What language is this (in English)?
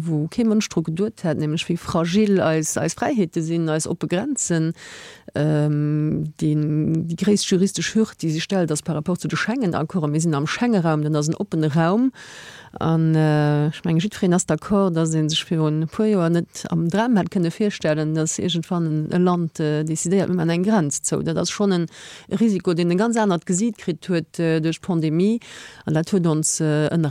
Luxembourgish